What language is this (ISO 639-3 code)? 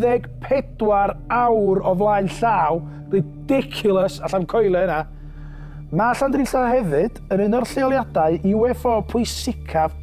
cym